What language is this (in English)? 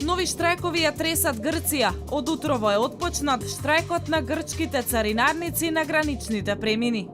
Macedonian